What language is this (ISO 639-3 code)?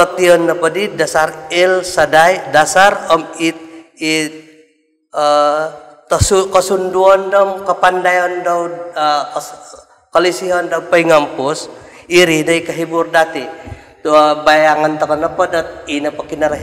dtp